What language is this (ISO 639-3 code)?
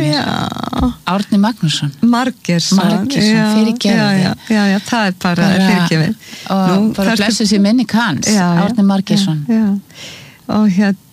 isl